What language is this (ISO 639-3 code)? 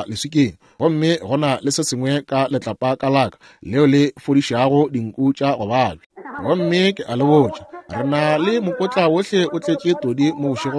nso